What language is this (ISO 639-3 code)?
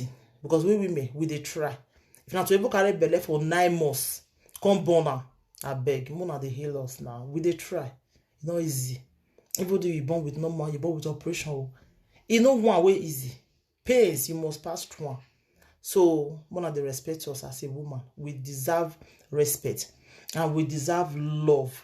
pcm